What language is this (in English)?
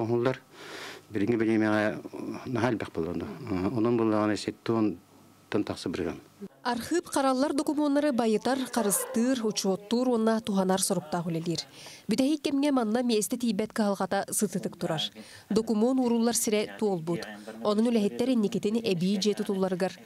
Yakut